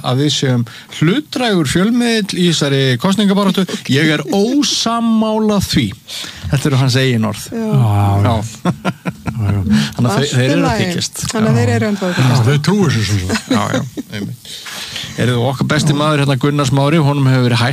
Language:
Icelandic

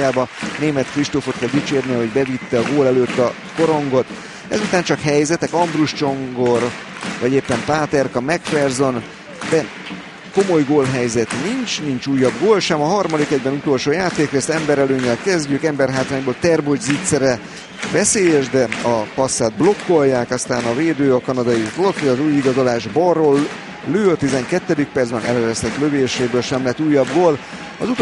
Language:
Hungarian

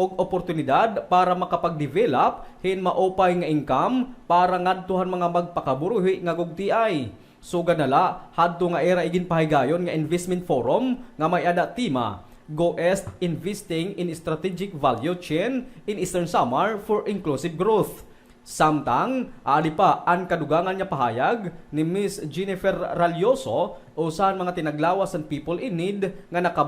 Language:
Waray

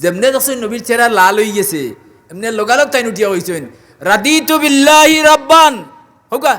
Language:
Sylheti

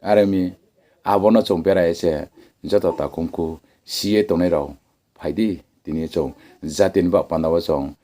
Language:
Riang (India)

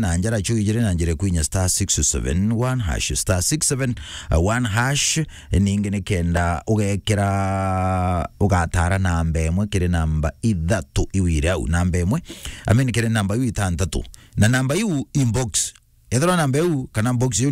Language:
Meru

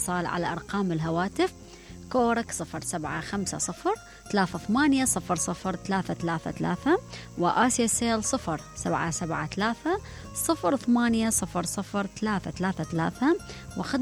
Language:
Mesopotamian Arabic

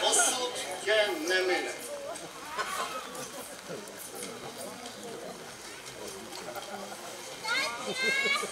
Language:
Czech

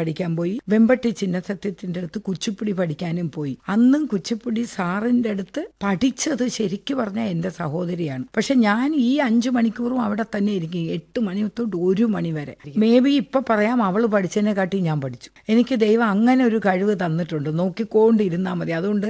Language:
Malayalam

